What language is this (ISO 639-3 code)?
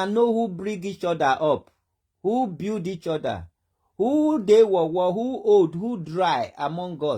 pcm